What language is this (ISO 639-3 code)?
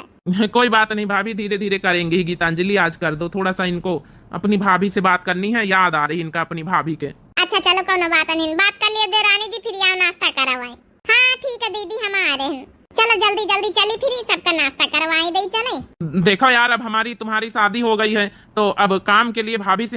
awa